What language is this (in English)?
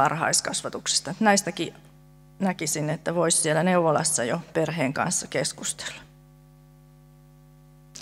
Finnish